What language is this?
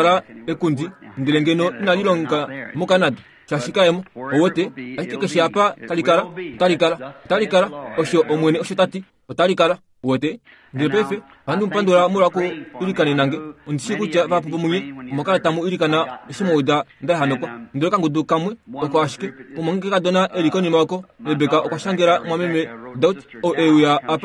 Kuanyama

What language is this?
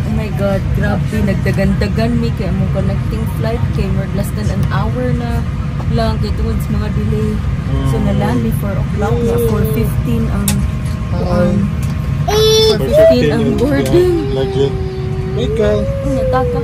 Cebuano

